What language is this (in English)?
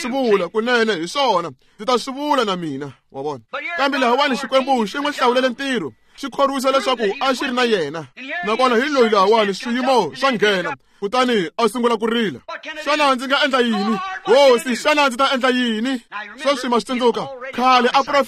Tsonga